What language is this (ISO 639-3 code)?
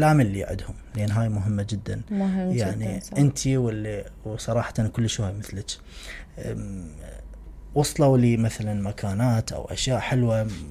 acm